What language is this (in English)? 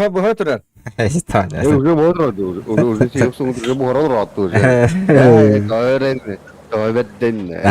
Yakut